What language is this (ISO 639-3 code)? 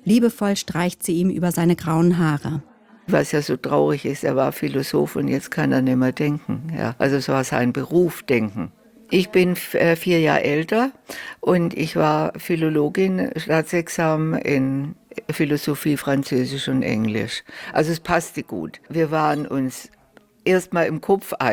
deu